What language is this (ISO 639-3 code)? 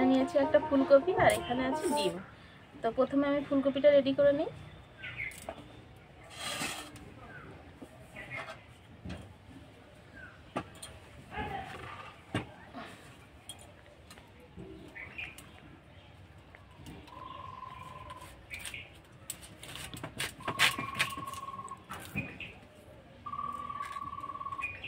ben